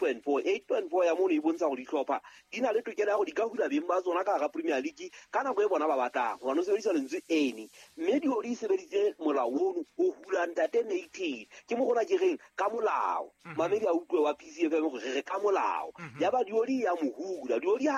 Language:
Southern Sotho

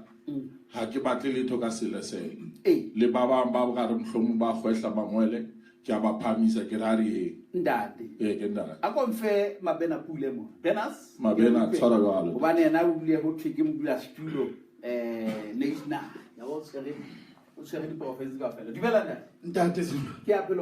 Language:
Southern Sotho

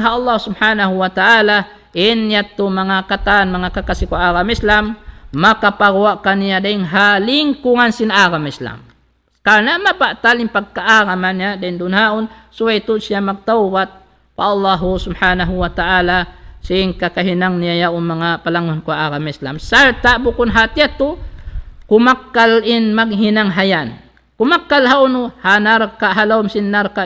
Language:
Tausug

